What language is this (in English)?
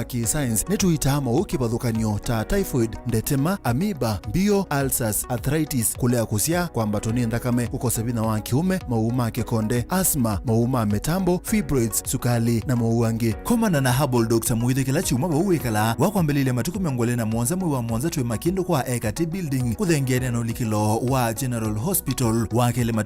Kamba